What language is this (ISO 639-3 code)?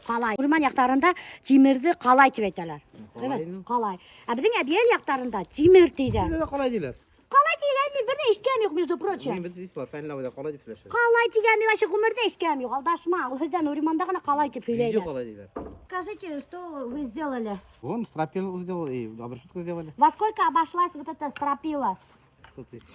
bak